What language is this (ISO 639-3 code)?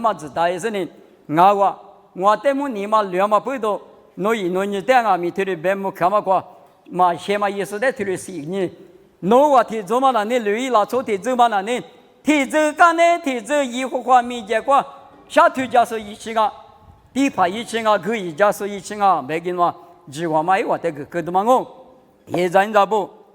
lis